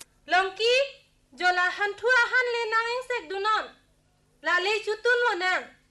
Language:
Karbi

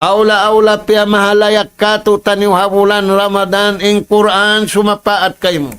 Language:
Tausug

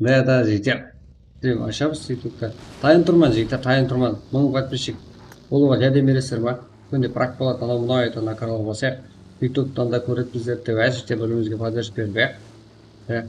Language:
Kara-Kalpak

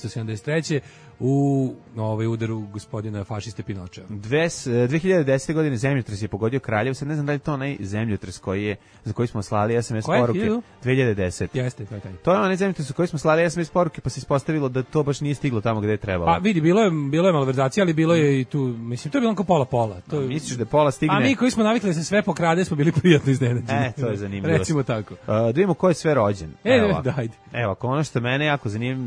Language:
Serbian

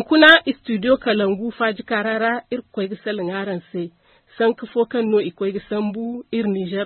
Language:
Zarma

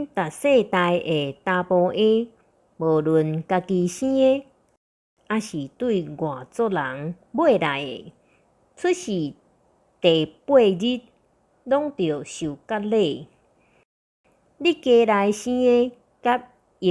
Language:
Min Nan Chinese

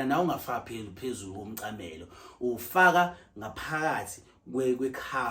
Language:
Zulu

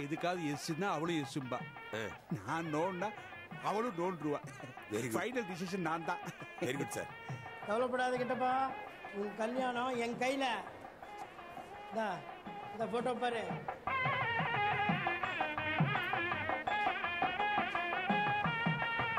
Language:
Tamil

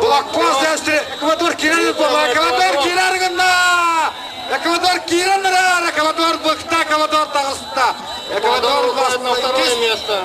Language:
Yakut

